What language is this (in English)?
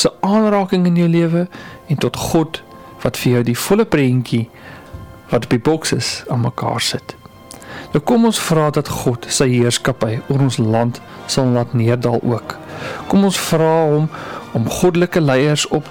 Afrikaans